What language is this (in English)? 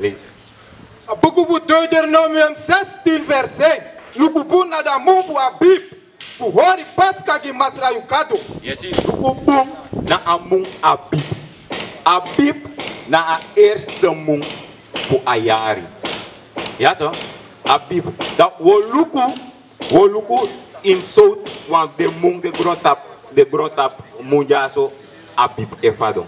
Sranan Tongo